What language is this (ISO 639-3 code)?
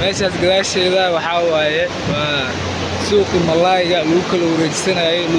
som